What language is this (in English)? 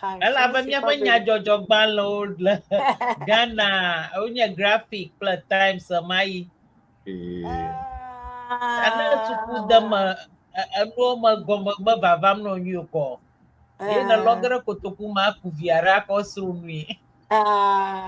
Ewe